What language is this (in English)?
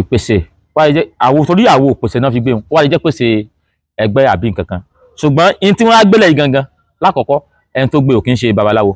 Yoruba